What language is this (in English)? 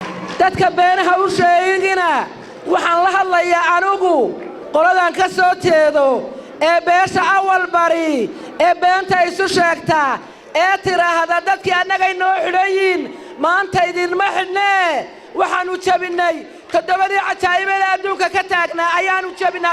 Somali